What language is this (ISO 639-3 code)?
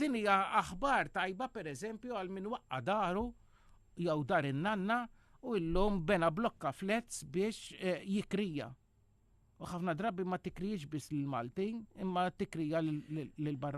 mlt